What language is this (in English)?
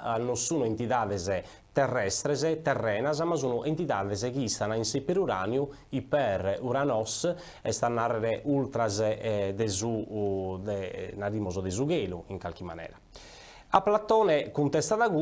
Sardinian